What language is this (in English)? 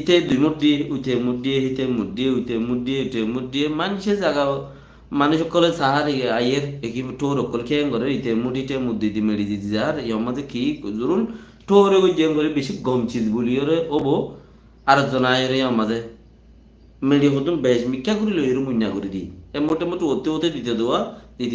Rohingya